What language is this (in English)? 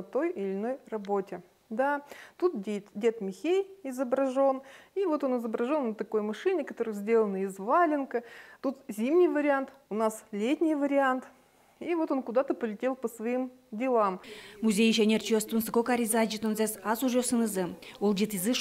Udmurt